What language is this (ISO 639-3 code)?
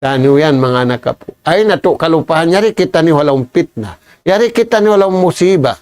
tsg